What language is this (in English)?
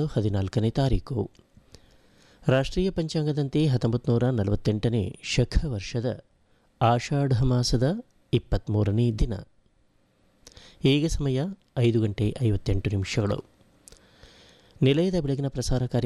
Kannada